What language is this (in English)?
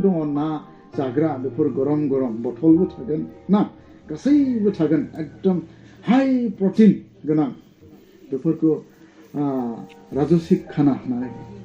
Bodo